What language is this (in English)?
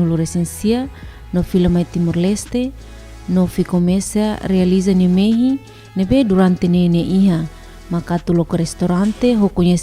Tetum